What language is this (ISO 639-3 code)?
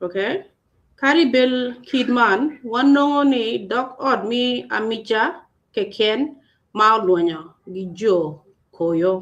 ach